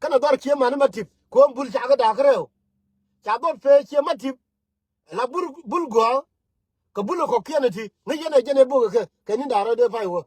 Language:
Nuer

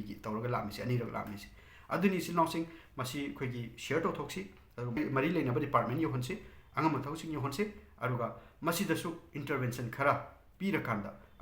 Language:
Manipuri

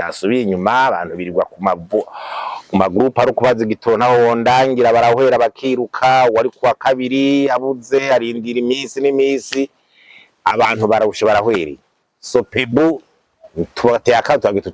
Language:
Rundi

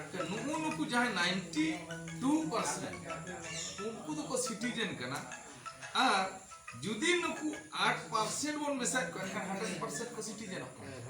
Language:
Santali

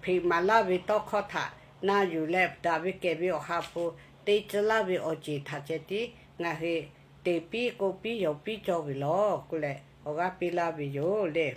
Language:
Lahu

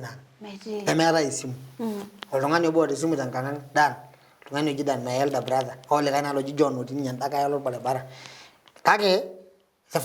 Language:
Masai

